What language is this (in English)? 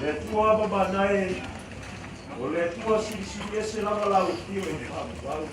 Samoan